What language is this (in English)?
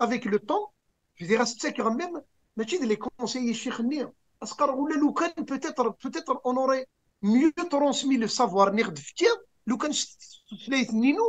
Kabyle